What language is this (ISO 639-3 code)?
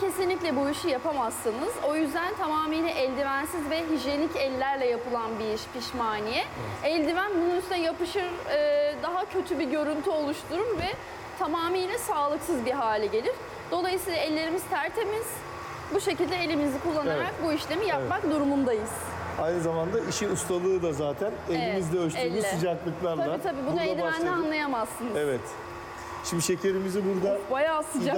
tur